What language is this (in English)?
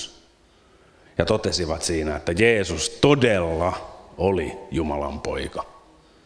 Finnish